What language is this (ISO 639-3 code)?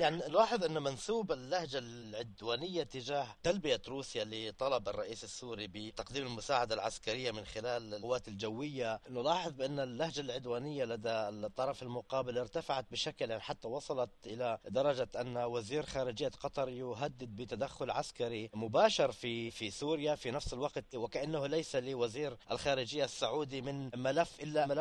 ara